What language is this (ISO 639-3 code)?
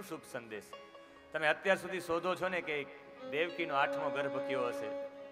guj